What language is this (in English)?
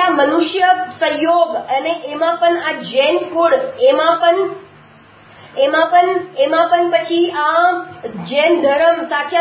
Gujarati